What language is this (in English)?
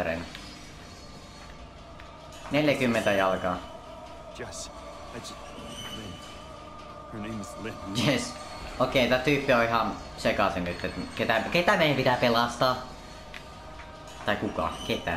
Finnish